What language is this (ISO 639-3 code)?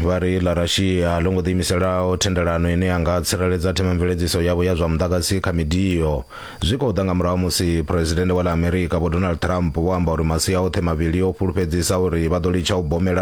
ven